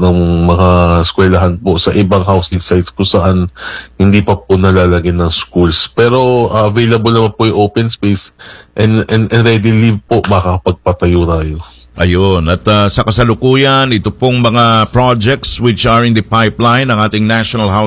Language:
Filipino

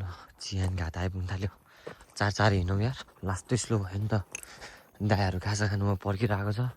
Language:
Nepali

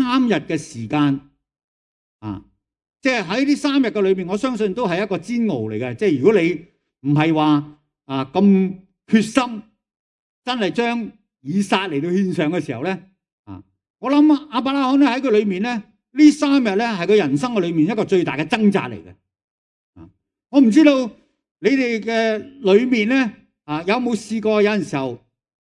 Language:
Cantonese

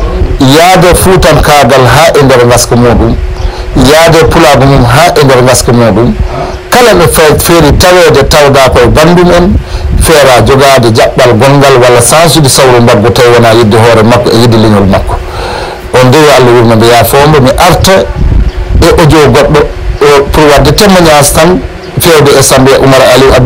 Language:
Fula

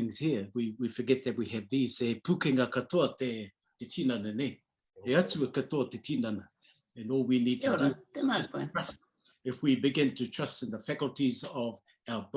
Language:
Māori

